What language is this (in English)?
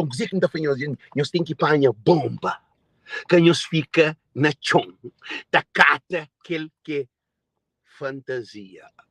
Kabuverdianu